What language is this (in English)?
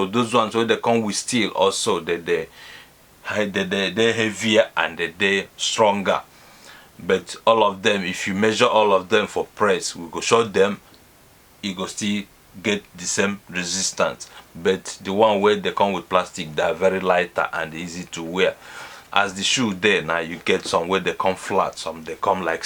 Nigerian Pidgin